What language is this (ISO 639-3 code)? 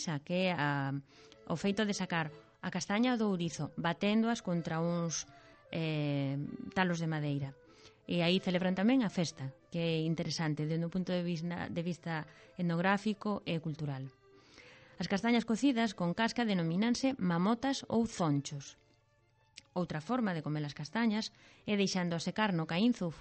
glg